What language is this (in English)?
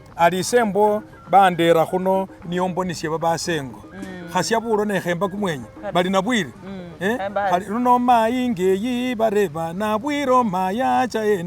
Masaaba